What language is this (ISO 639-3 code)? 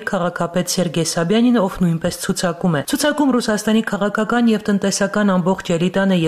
hye